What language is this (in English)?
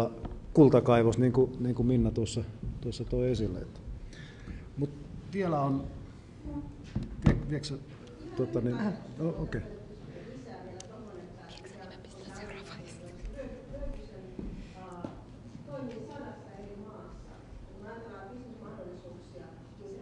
Finnish